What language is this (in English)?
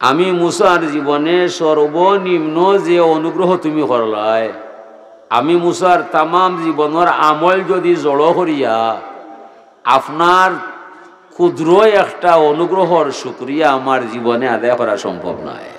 Sylheti